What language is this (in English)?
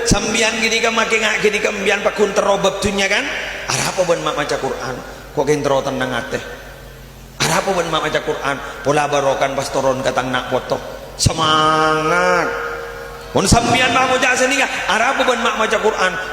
Madurese